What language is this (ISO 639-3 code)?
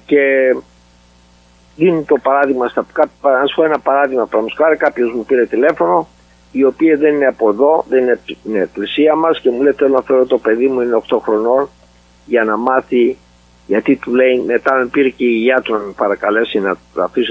ell